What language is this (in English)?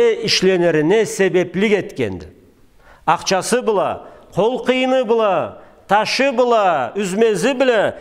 Karachay-Balkar